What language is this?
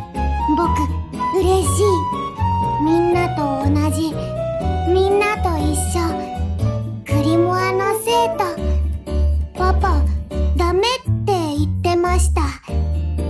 Japanese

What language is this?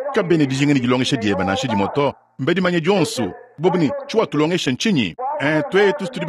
Luba-Lulua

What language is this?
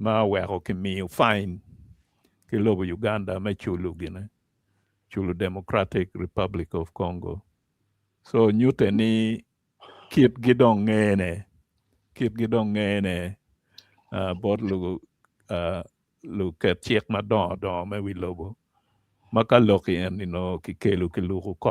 Acoli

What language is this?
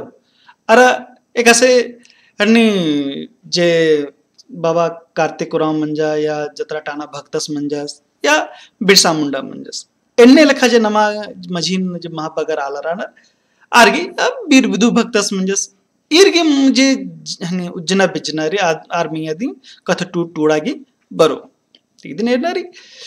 Kurukh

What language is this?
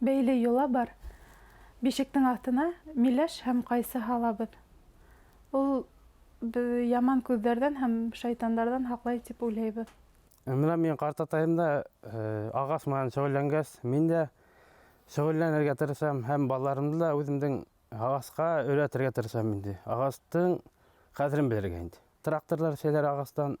Bashkir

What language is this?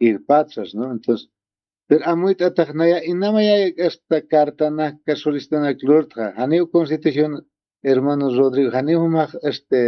Aymara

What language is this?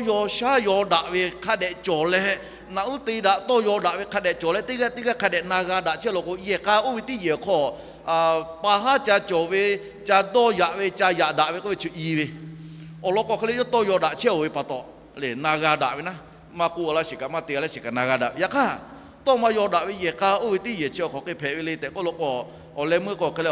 Lahu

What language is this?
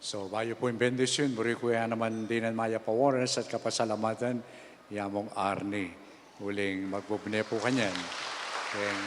Pampanga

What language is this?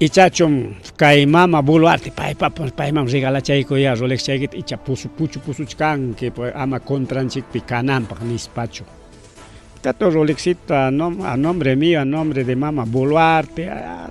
Ayacucho Quechua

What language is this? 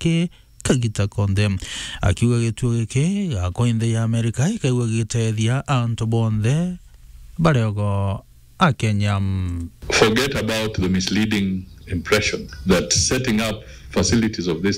Meru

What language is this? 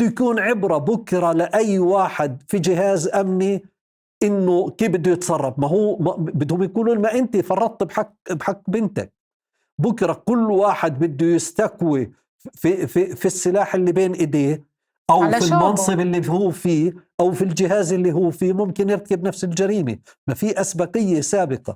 North Levantine Arabic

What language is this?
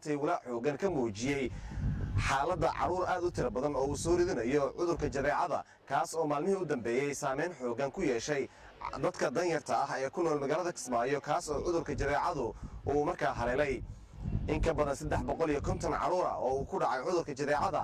Somali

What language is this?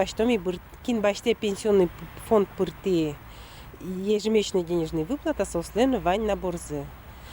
Udmurt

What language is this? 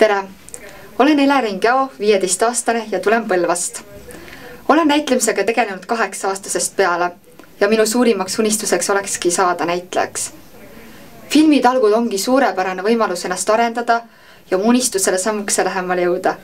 Estonian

